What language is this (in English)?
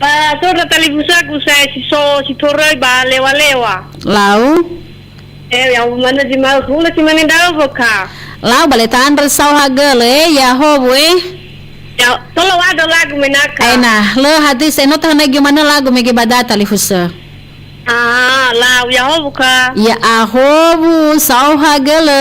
Nias